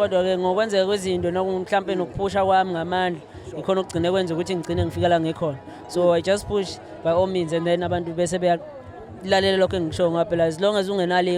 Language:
Zulu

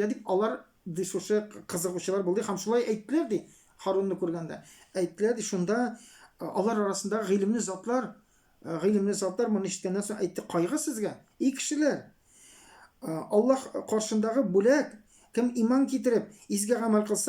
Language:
Tatar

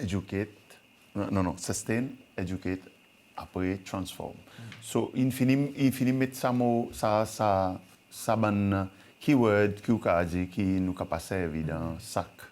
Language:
Seselwa Creole French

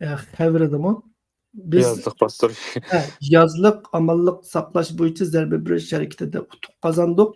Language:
Uyghur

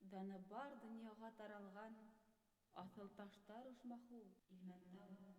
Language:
Bashkir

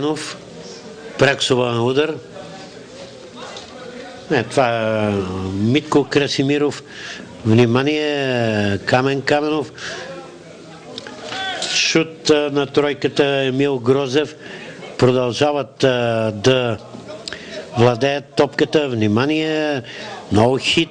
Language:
Bulgarian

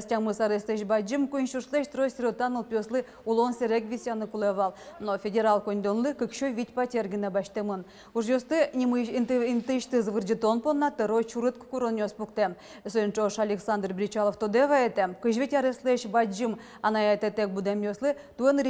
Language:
Udmurt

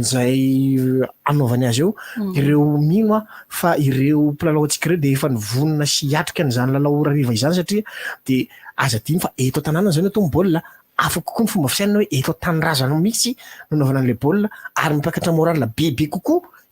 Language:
Malagasy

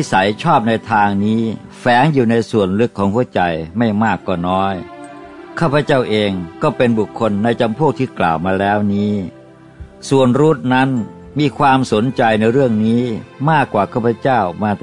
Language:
Thai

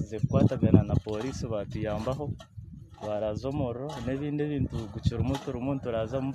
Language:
Nyankole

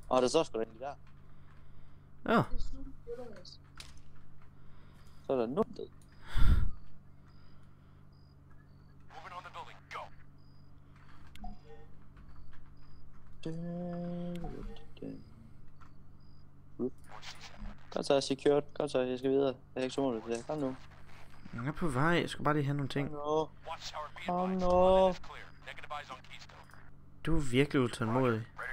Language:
Danish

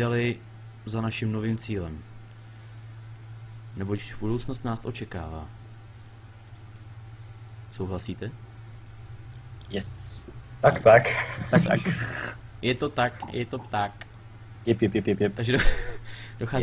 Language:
Czech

